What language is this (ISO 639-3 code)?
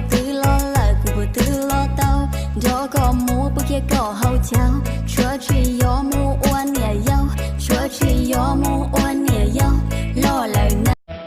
hmn